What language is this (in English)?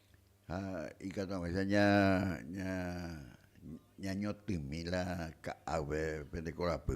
Guarani